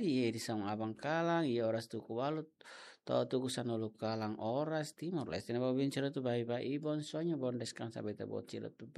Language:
Tetum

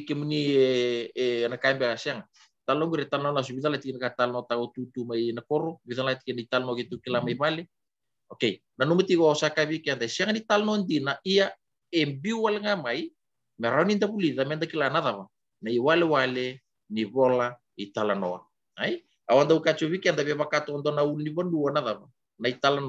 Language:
Fijian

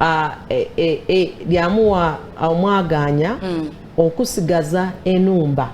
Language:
Soga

